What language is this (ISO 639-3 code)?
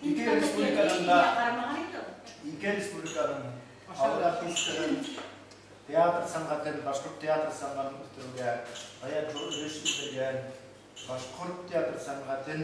bak